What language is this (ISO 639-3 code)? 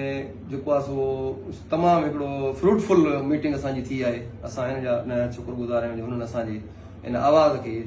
snd